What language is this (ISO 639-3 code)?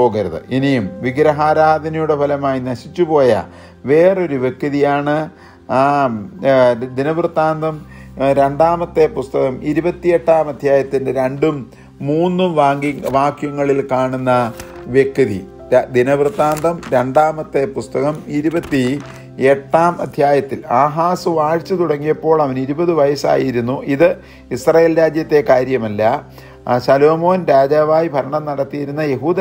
mal